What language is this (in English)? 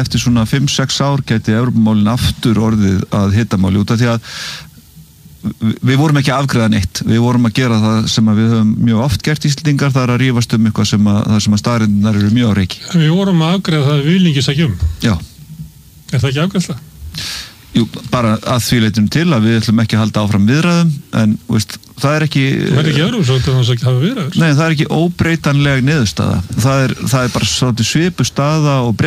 Icelandic